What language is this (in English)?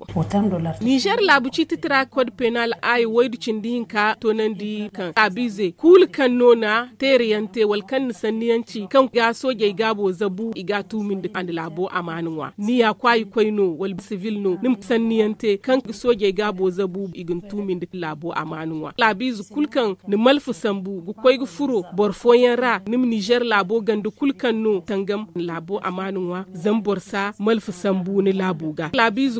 Zarma